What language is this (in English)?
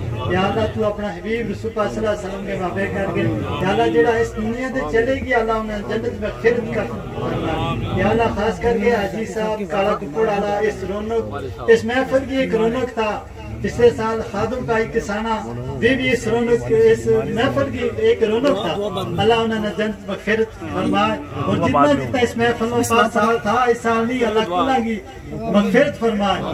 Gujari